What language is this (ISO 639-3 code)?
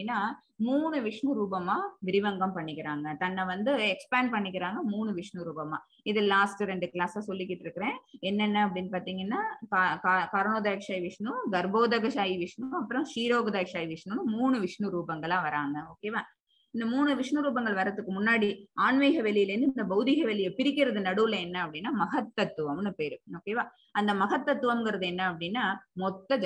tam